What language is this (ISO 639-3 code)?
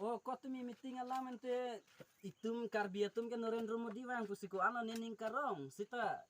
mjw